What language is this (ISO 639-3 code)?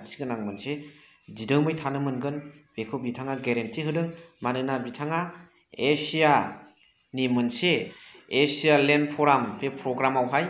brx